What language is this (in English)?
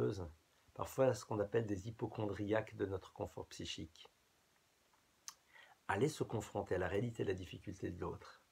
French